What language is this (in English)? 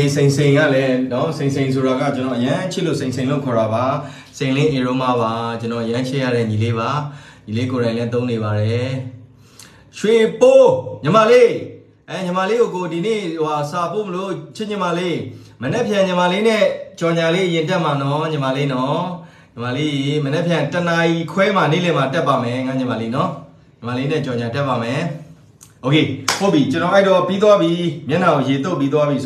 Burmese